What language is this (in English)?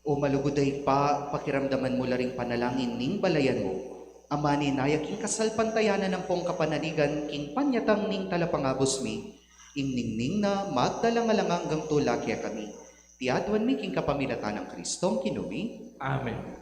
Pampanga